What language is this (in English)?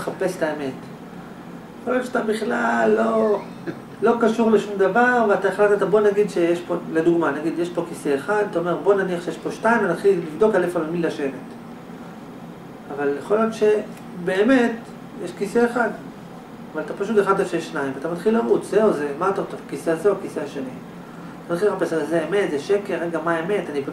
Hebrew